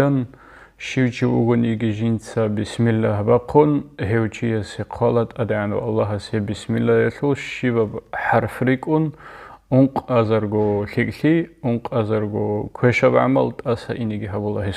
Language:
Avaric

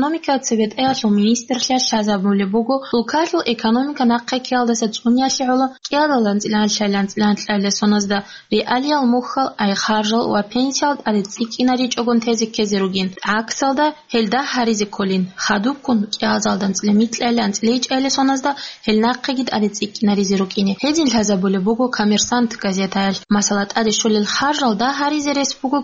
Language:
Avaric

